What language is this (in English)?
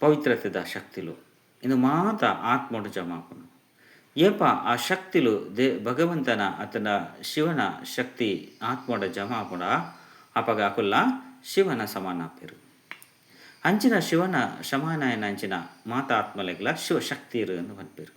Tulu